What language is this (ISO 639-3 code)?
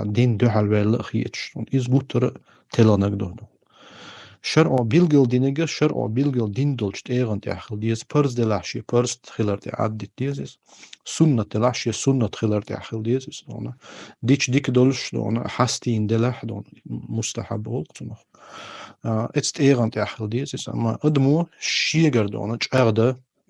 che